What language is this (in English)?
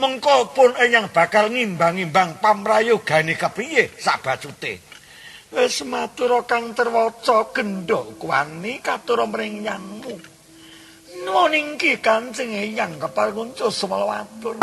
Javanese